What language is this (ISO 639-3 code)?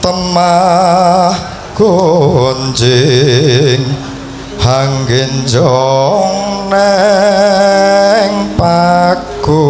jav